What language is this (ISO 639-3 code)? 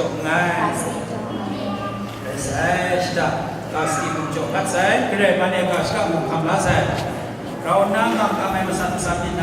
kac